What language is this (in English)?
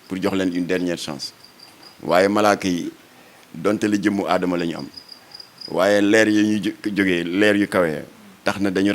Wolof